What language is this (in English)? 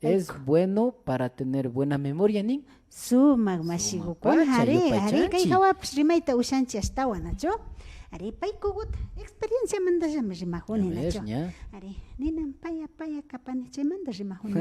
Imbabura Highland Quichua